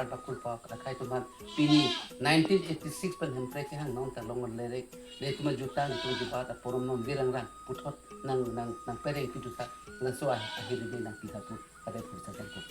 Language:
Karbi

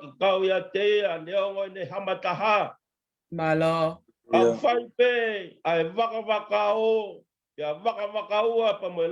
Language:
Tongan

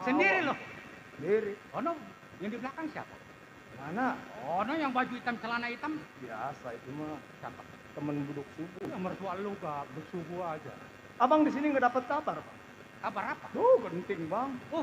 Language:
Betawi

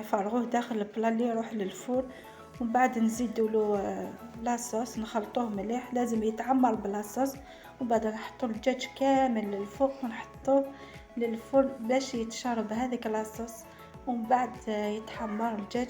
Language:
Algerian Arabic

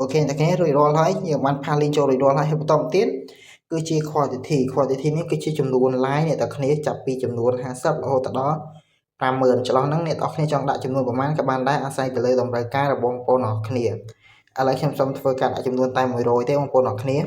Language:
Khmer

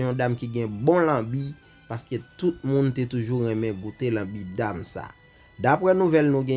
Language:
Haitian Creole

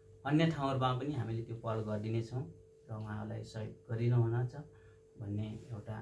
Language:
Nepali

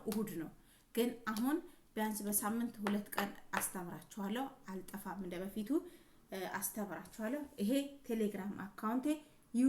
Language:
Amharic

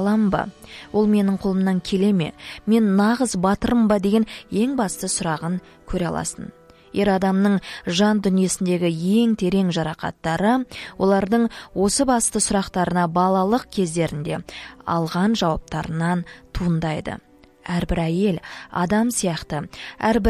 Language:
Kazakh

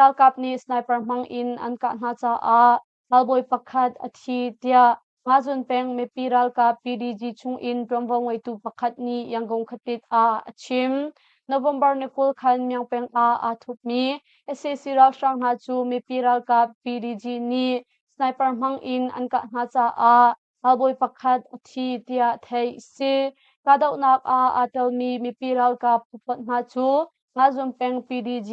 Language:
Hakha Chin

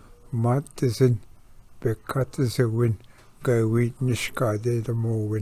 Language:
Ojibwa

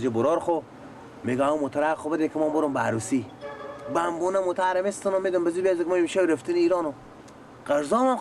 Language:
Persian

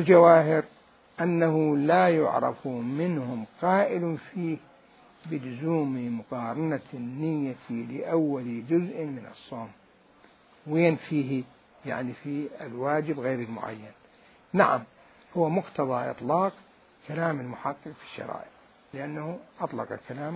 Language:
Mesopotamian Arabic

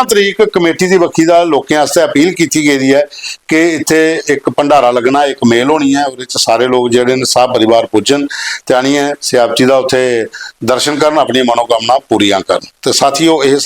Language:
Dogri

